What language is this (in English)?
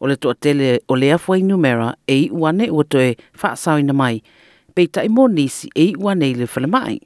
Samoan